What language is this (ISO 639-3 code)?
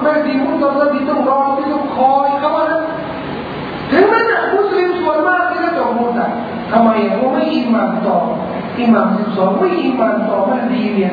tha